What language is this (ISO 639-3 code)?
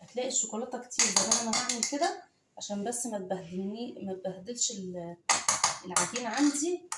arz